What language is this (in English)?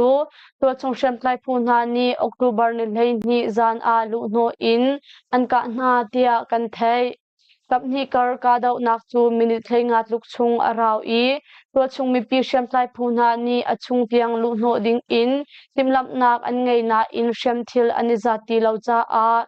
Hakha Chin